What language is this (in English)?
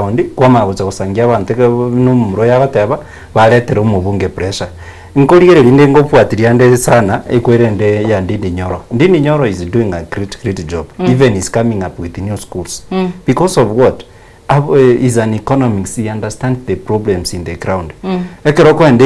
Gusii